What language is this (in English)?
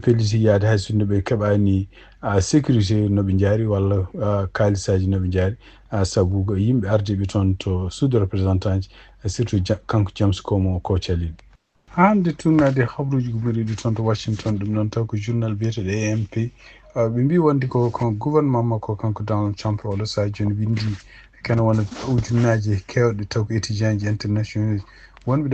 Fula